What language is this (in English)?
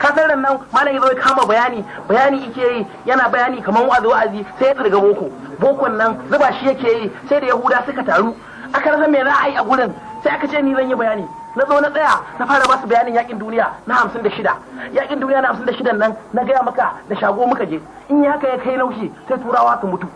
Hausa